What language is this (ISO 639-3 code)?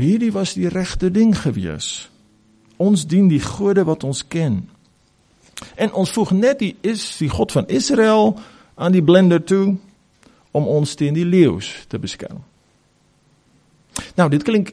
afr